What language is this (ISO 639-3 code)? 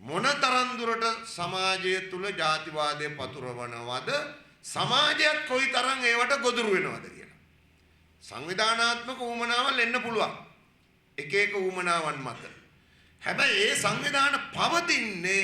sin